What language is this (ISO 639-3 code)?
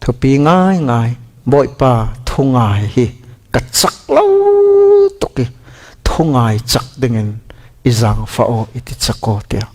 cfm